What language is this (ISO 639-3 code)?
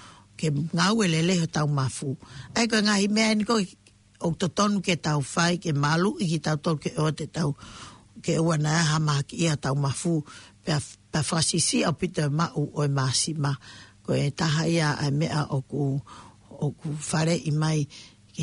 ton